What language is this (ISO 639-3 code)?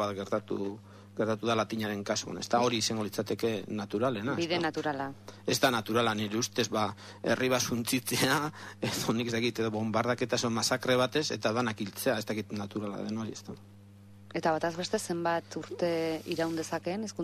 eus